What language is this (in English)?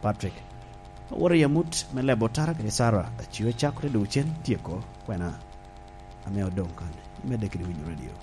Lango (Uganda)